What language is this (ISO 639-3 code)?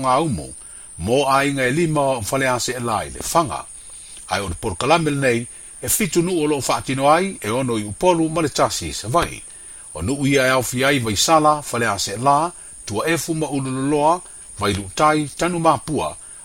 smo